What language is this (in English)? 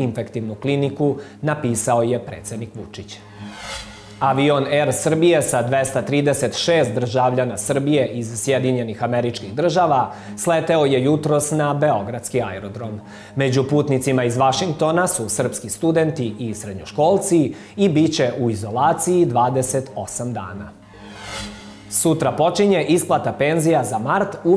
Serbian